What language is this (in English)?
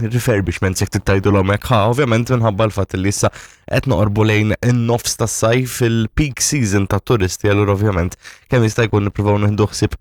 Maltese